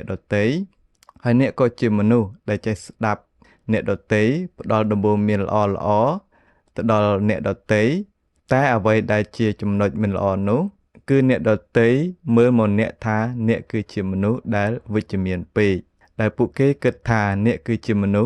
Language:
Khmer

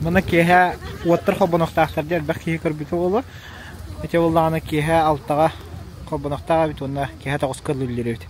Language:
Yakut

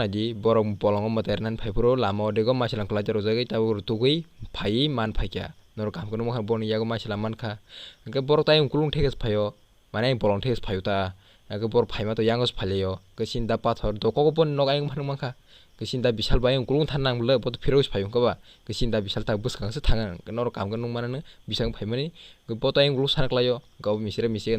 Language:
Kok Borok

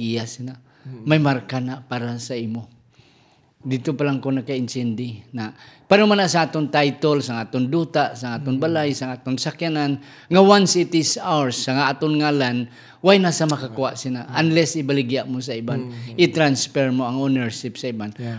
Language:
Hiligaynon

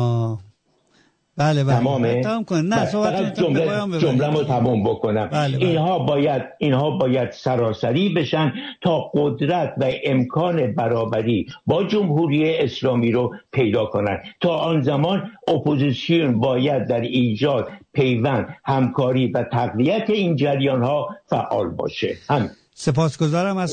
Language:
Persian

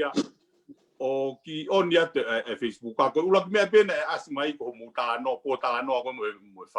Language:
Tongan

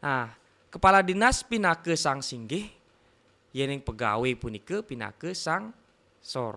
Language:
Balinese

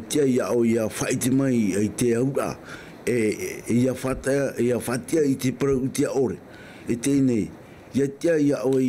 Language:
Tahitian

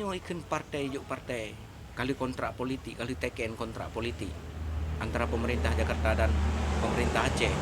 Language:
Achinese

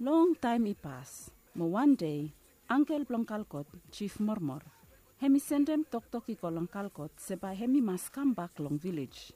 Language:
Bislama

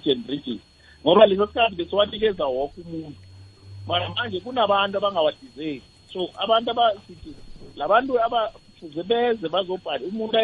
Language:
South Ndebele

